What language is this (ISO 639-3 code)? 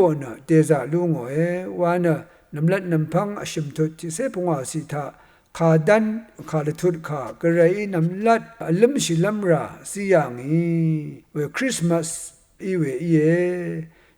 raw